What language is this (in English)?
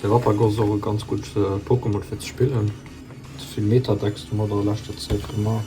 Luxembourgish